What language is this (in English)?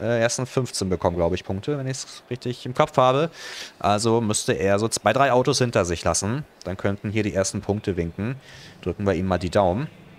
German